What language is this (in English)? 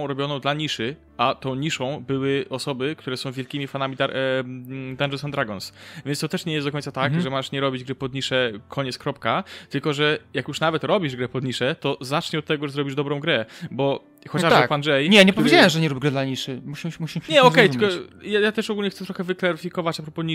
Polish